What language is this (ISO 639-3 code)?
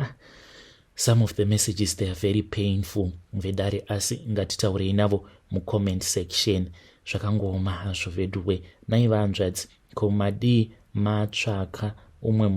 sna